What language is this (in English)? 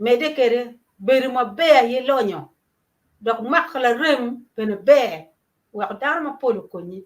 Acoli